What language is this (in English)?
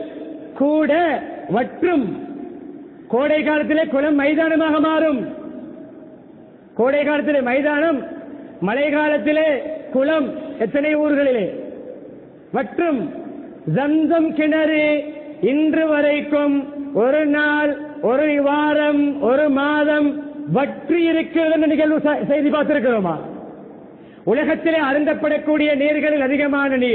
Tamil